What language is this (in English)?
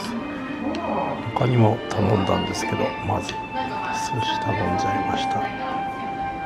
Japanese